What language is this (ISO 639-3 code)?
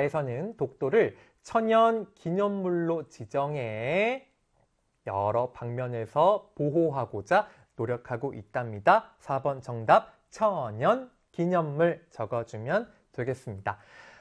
kor